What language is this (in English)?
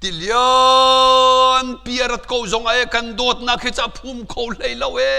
Hakha Chin